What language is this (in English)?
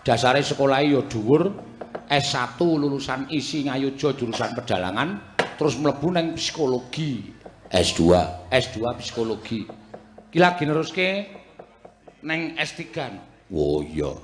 Javanese